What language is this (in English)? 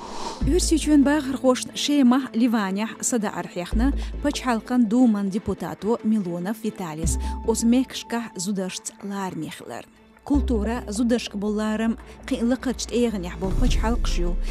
Chechen